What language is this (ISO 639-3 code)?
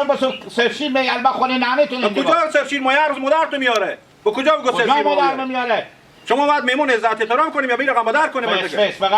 haz